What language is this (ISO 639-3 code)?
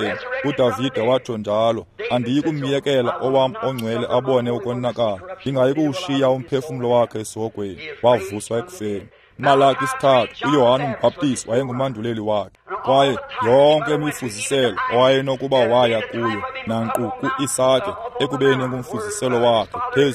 xho